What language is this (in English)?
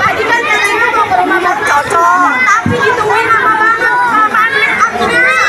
Betawi